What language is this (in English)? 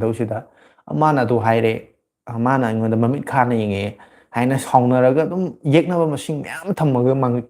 Manipuri